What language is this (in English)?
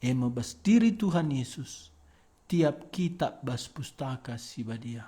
Batak Karo